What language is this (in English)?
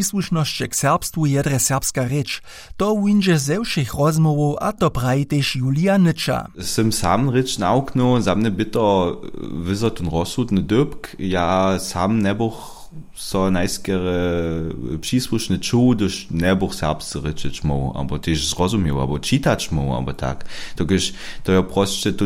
Upper Sorbian